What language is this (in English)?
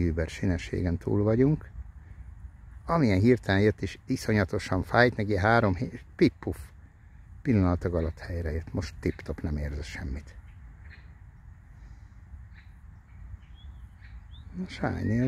Hungarian